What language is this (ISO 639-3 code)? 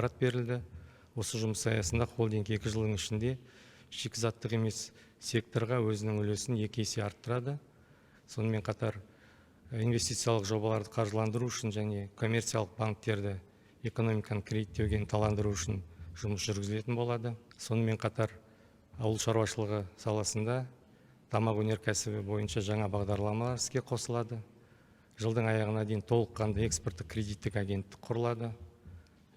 kaz